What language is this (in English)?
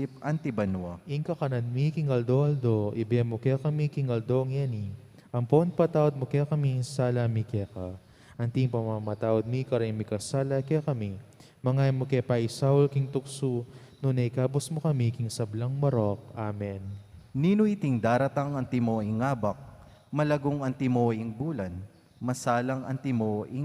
Pampanga